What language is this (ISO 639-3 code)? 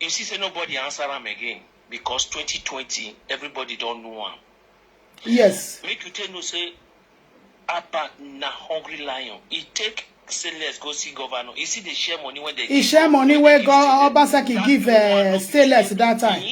pcm